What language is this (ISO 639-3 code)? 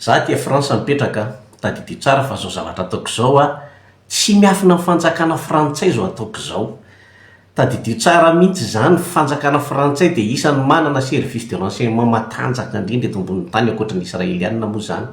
mlg